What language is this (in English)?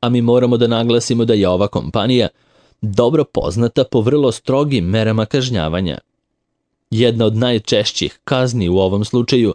Serbian